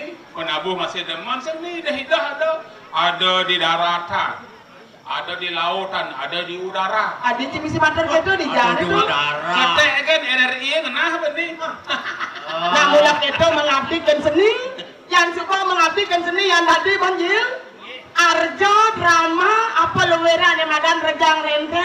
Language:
Balinese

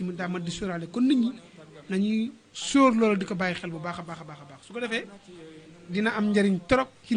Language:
Wolof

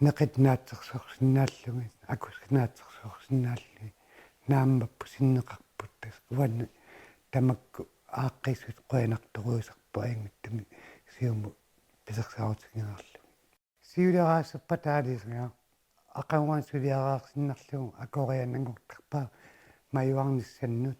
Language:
Kalaallisut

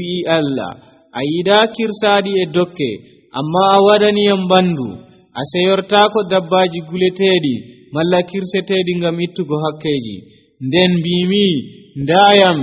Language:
Nigerian Fulfulde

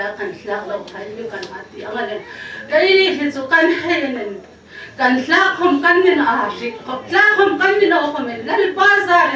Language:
Hmar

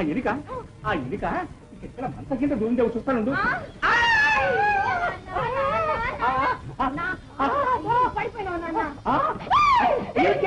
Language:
Telugu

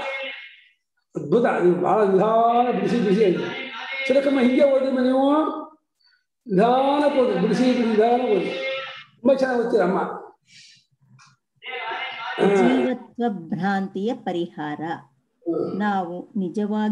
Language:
Kannada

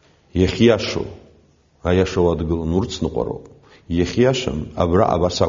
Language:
Abkhazian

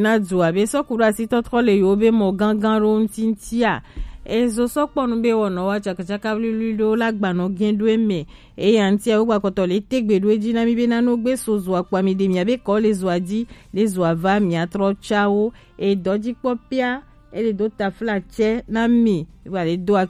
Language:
Gen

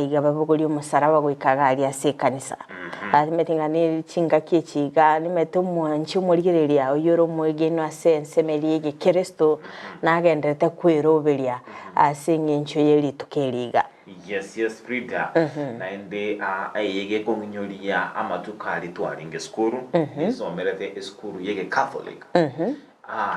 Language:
Gusii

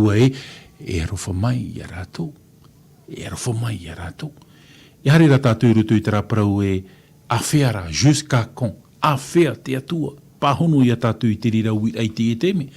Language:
Tahitian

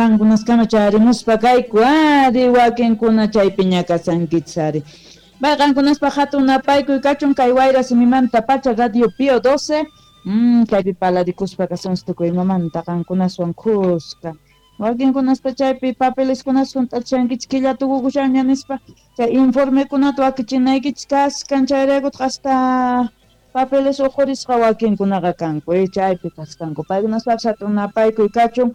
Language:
Quechua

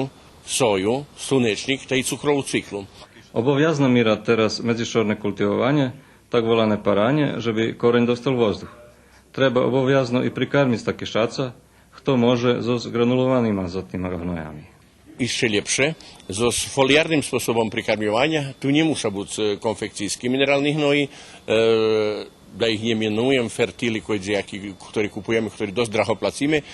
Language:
Rusyn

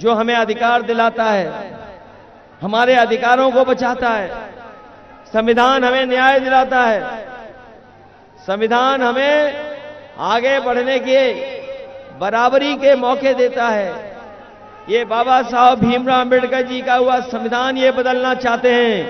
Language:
Hindi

